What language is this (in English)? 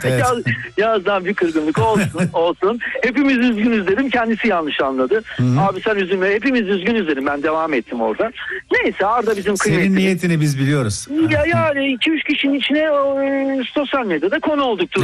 Turkish